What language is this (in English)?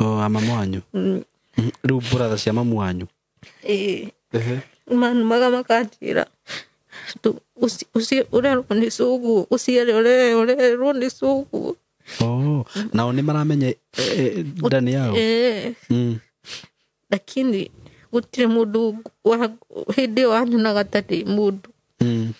Kikuyu